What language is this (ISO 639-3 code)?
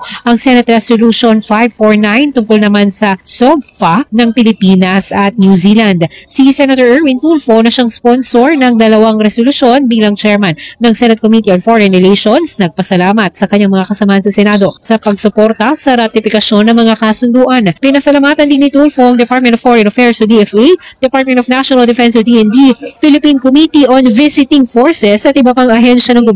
fil